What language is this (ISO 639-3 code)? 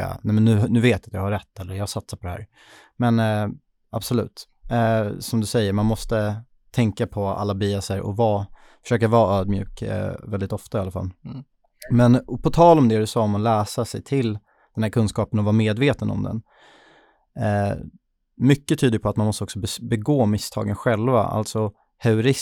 swe